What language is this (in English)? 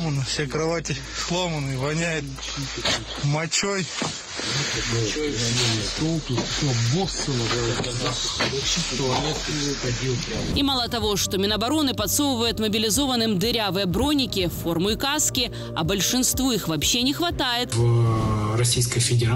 Russian